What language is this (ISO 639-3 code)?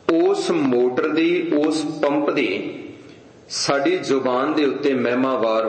pan